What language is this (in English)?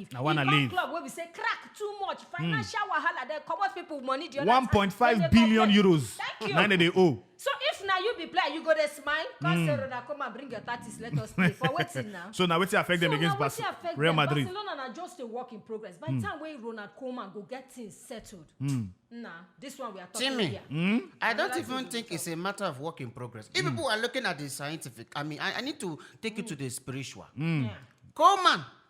Nigerian Pidgin